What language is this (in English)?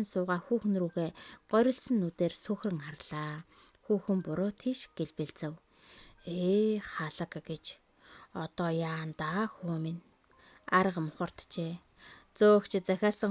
Mongolian